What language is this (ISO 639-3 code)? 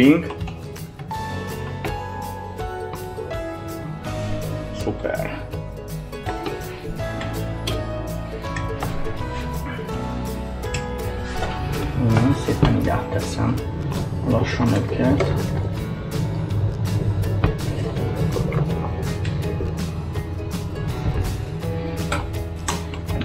hun